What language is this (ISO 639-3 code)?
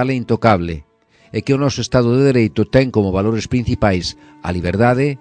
glg